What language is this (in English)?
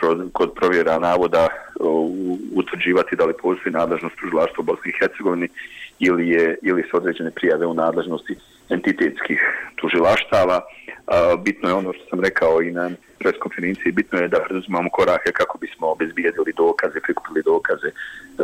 Bosnian